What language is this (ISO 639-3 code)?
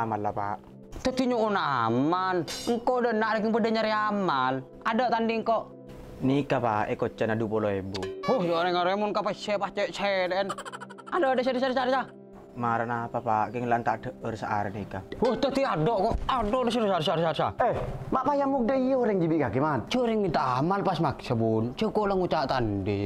mad